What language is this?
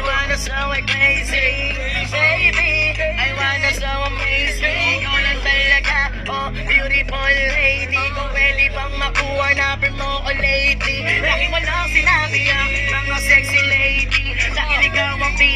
Filipino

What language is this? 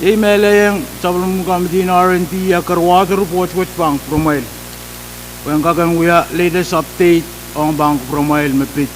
Pohnpeian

